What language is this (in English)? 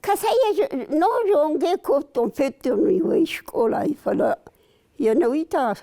Ossetic